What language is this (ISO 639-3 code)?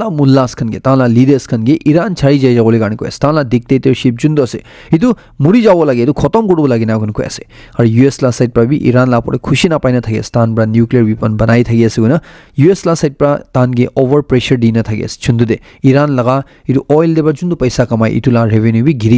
nag